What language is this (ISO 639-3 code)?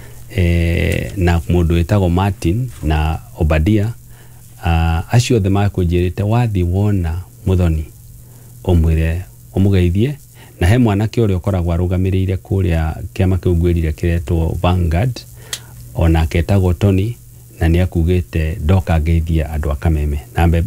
kik